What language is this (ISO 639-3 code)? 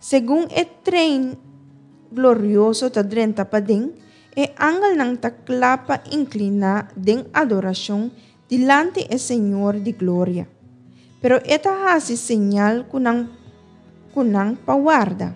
pap